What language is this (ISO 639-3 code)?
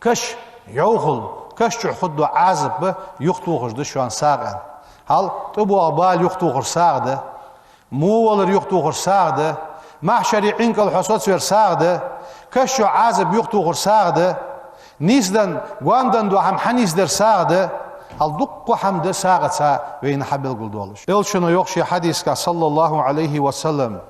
inh